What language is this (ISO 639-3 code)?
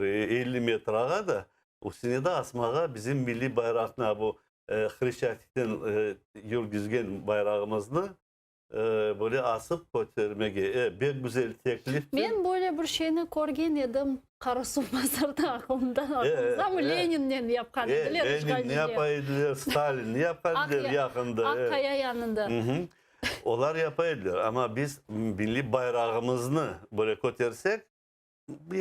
crh